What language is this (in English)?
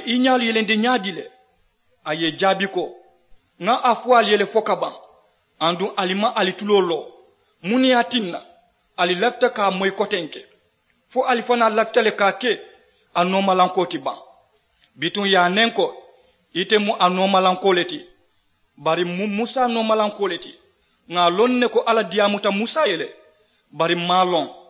Mandingo